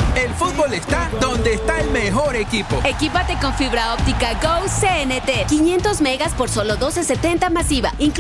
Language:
Spanish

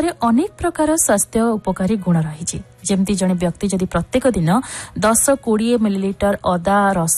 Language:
Odia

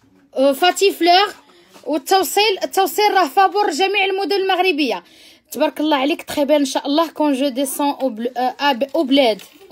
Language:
Moroccan Arabic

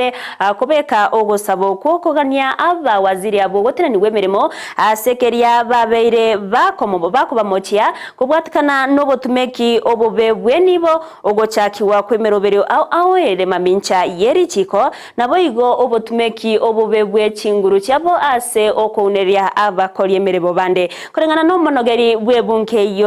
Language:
Gusii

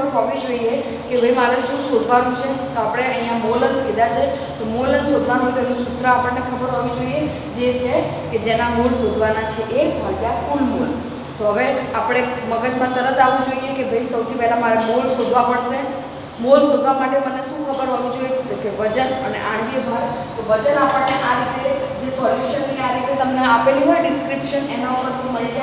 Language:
Gujarati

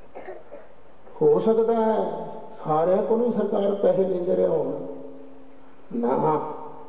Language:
Urdu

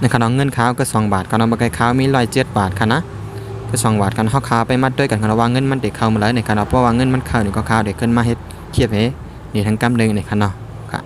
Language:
Shan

